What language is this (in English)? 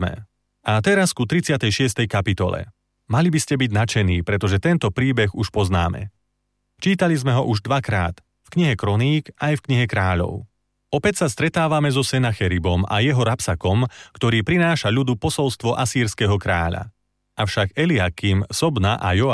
Slovak